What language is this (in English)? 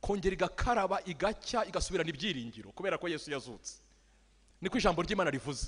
Kinyarwanda